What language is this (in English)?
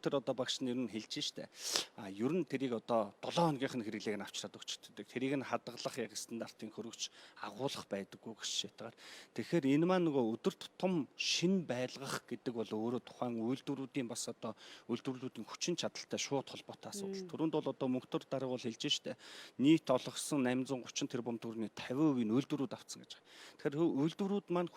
Mongolian